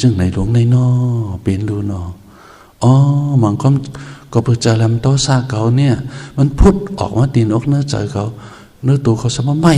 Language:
Shan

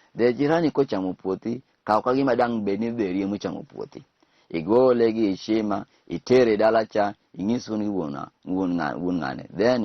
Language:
Luo (Kenya and Tanzania)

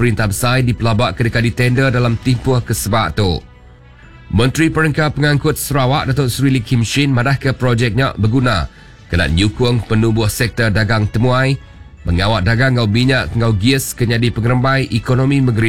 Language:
Iban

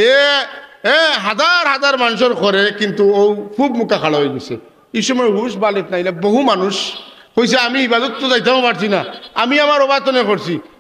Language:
Sylheti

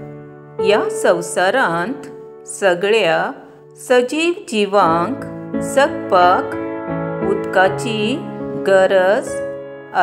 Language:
Konkani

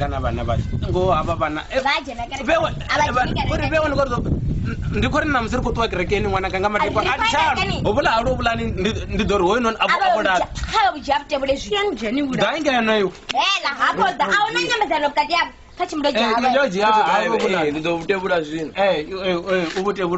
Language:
Venda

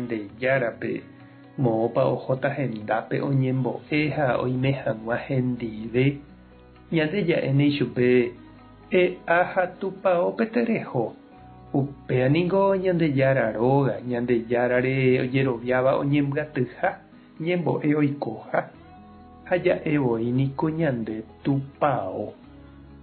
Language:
Guarani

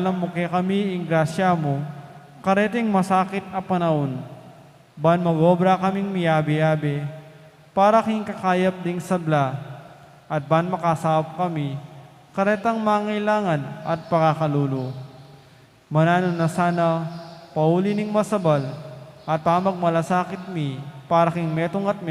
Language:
Pampanga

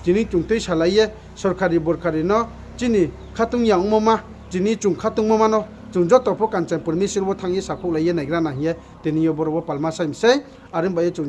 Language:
Riang (India)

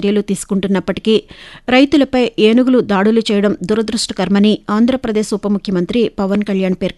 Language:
Telugu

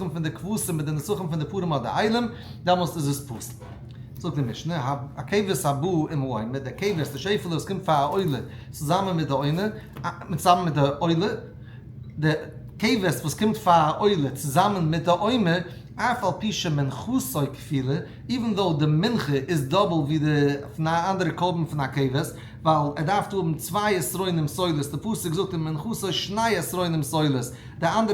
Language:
Yiddish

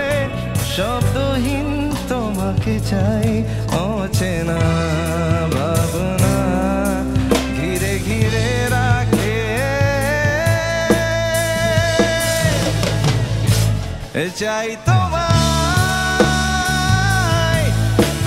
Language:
Bangla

